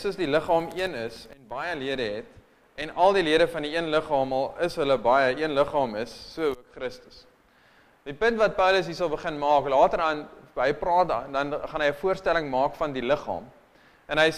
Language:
Afrikaans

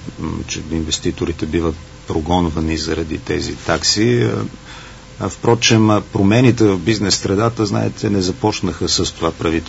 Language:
Bulgarian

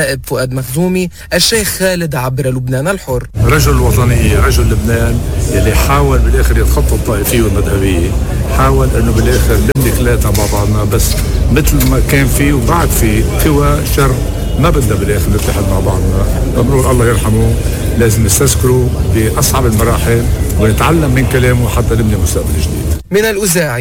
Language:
North Levantine Arabic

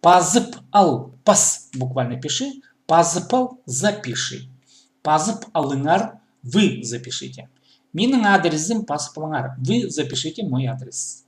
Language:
Khakas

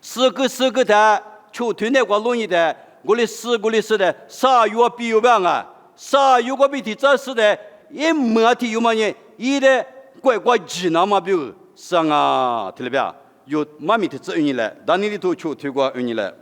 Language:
Lisu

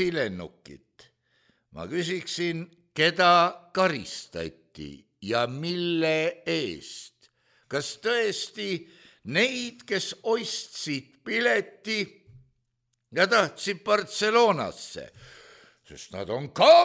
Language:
Estonian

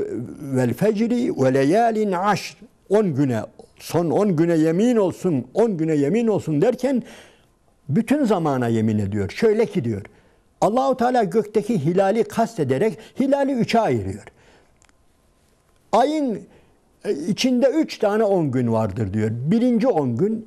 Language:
Turkish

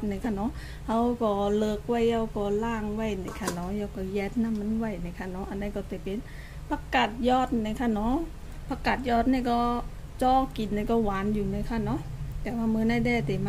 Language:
Shan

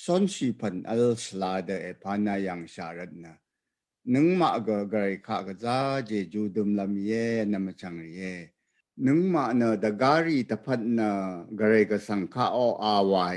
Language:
Rawang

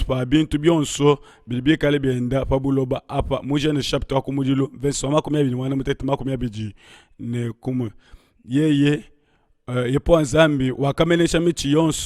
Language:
Luba-Lulua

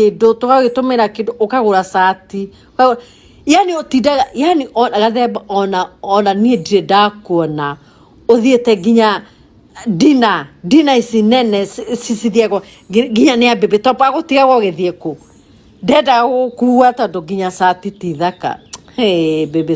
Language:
Kikuyu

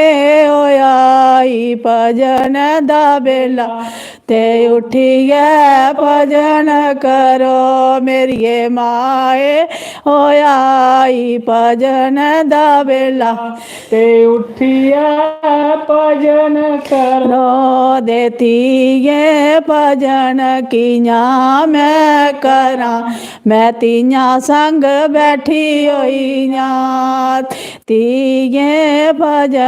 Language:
Dogri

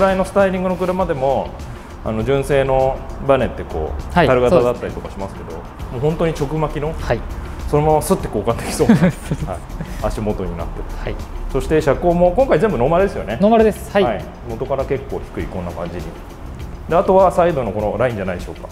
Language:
Japanese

